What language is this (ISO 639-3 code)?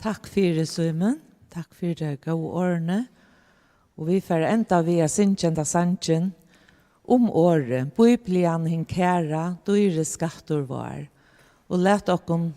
fao